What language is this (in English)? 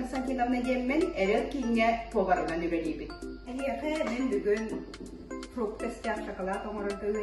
Yakut